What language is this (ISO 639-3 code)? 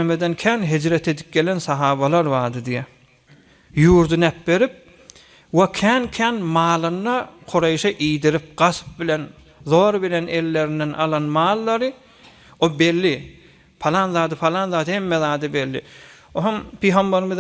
tuk